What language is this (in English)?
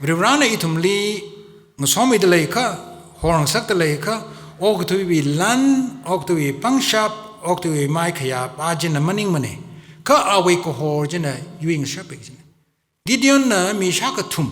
Tangkhul Naga (India)